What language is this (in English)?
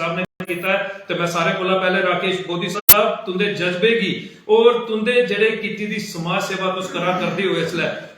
Dogri